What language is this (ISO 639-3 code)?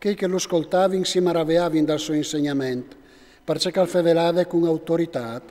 fur